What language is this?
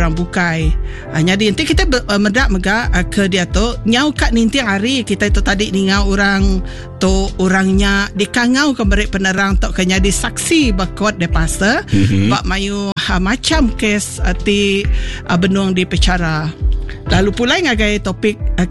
Iban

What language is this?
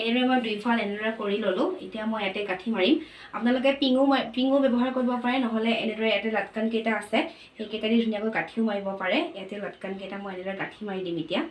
Assamese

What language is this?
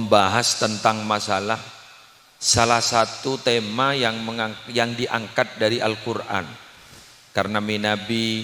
Madurese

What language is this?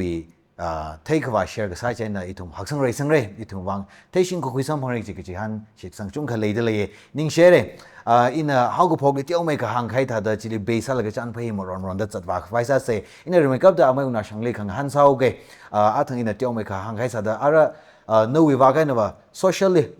Tangkhul Naga (India)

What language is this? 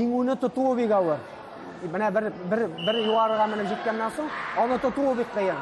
Tatar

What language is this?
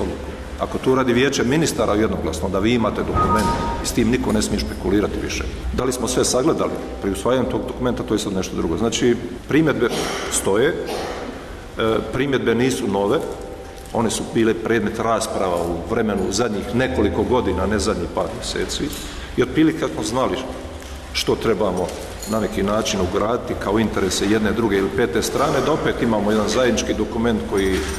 Bosnian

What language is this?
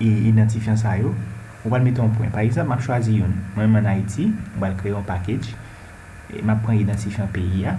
Haitian Creole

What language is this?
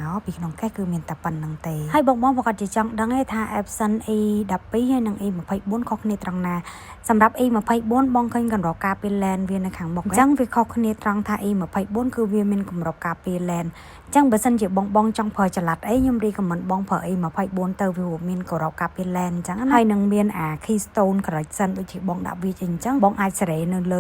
Khmer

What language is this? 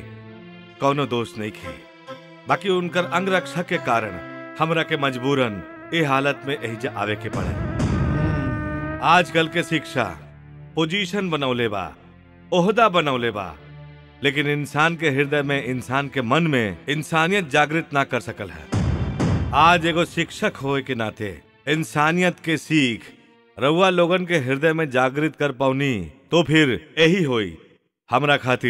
Bhojpuri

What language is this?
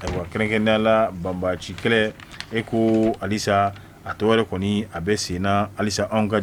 Bambara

